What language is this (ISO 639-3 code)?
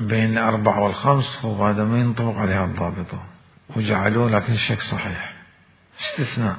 acm